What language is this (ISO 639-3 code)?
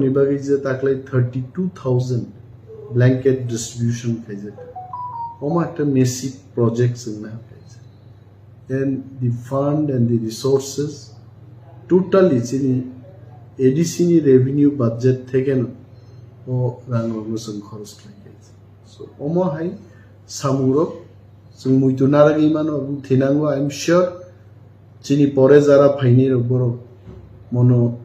trp